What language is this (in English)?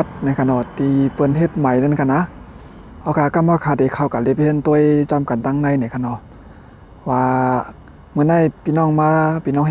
Shan